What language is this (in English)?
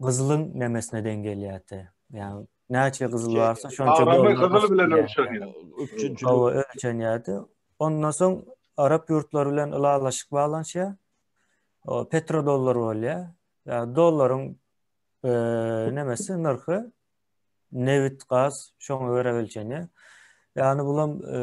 Turkmen